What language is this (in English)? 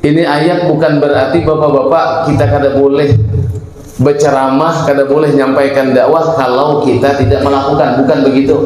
Banjar